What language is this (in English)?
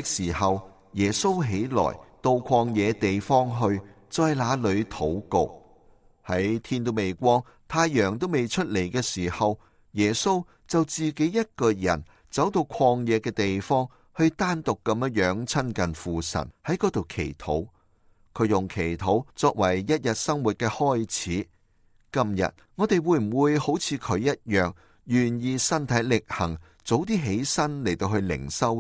Cantonese